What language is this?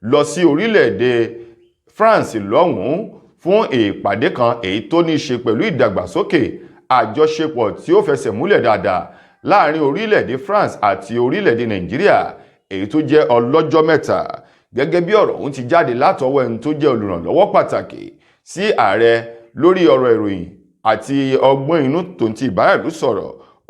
Yoruba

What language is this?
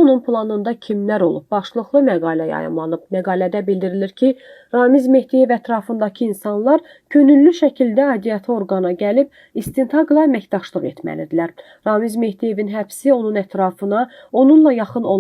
Azerbaijani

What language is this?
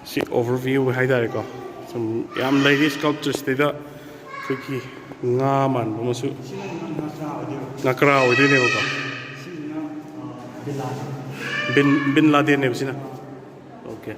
Manipuri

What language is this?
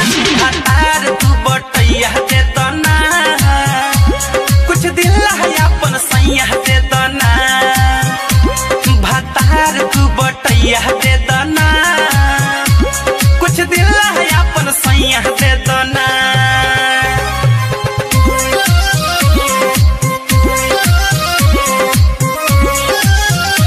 Bhojpuri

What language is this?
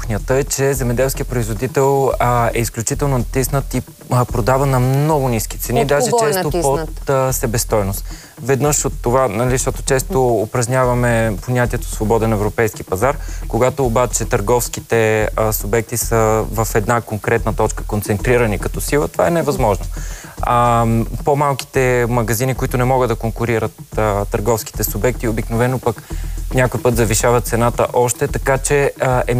Bulgarian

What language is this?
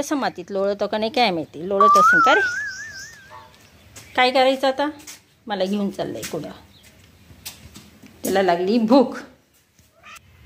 Marathi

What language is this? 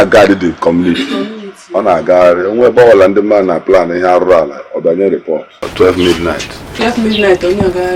Igbo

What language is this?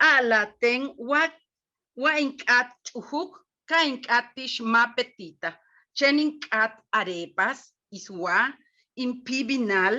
Yucateco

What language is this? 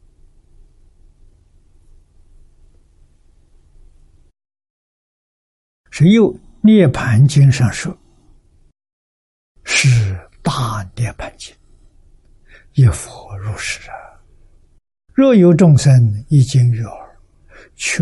Chinese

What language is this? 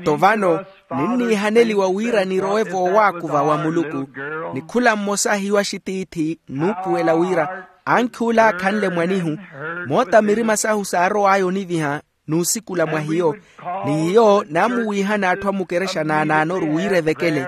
Makhuwa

